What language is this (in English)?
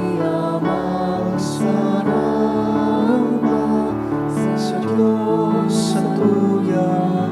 Bikol